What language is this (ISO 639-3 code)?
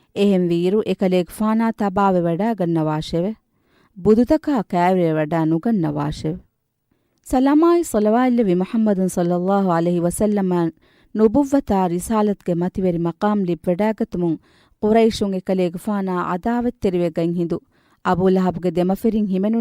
div